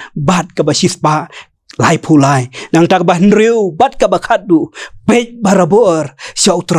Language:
Khasi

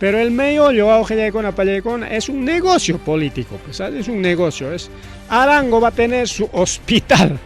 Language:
Ayacucho Quechua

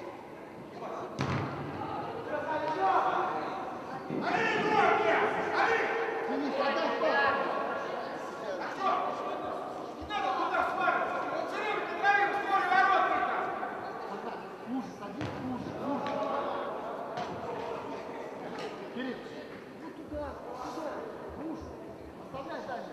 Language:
Russian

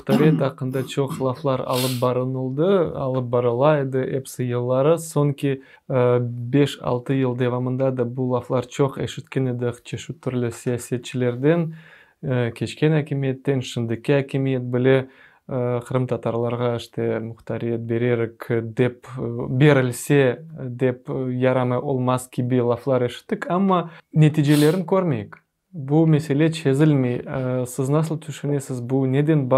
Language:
Crimean Tatar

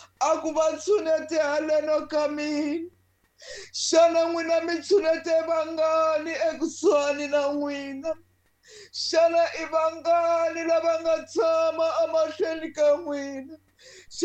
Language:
Tsonga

